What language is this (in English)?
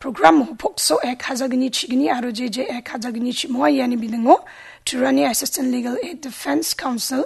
Garo